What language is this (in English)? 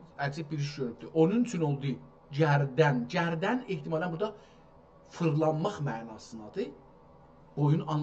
South Azerbaijani